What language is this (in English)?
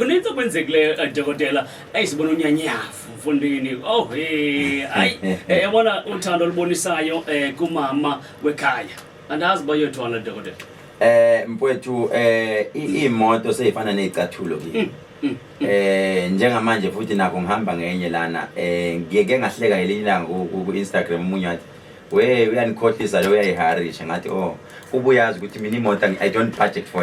Zulu